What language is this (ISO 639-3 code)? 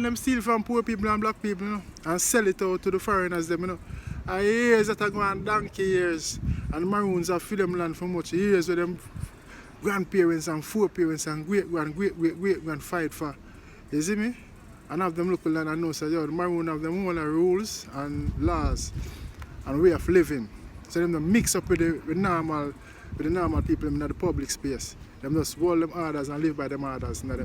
jam